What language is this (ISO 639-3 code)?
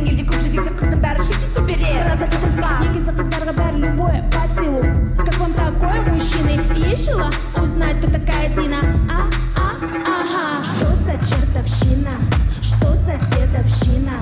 kaz